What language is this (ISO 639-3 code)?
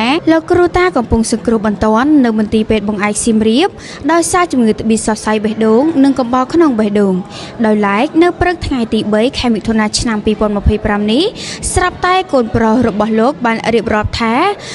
khm